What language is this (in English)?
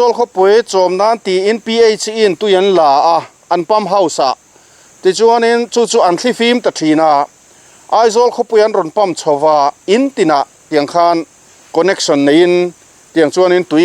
Mizo